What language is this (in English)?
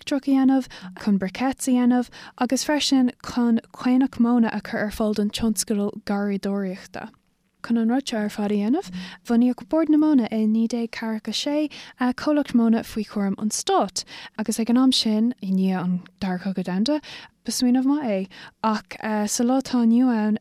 Irish